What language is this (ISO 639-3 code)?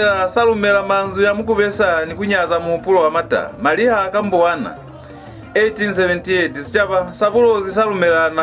loz